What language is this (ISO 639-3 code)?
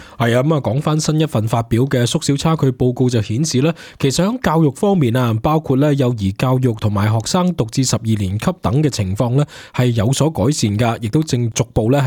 yue